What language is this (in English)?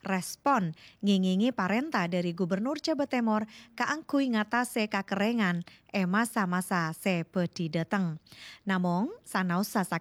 Madurese